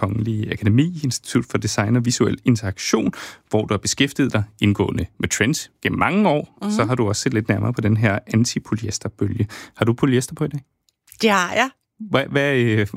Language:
Danish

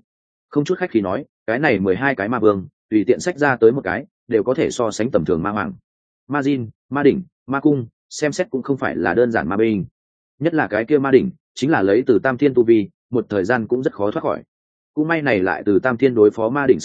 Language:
Vietnamese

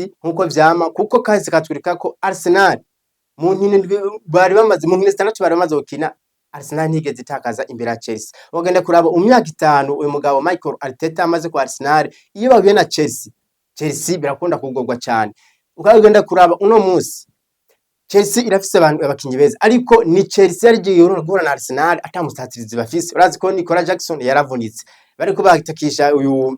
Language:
Rundi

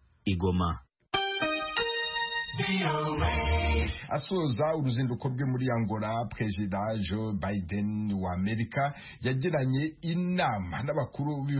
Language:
Kinyarwanda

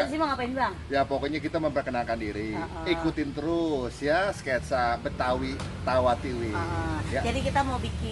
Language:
Betawi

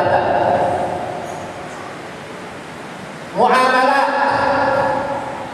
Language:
Tausug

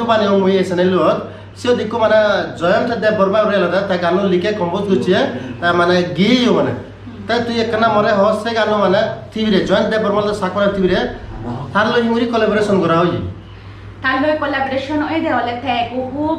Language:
Chakma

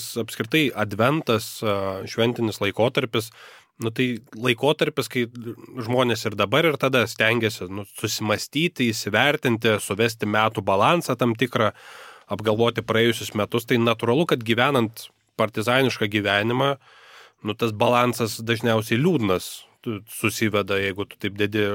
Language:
Lithuanian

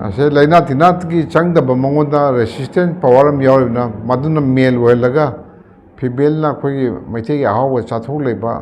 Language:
Manipuri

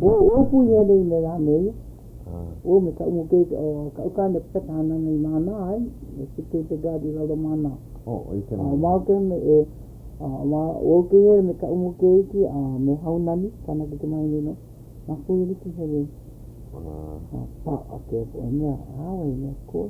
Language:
Hawaiian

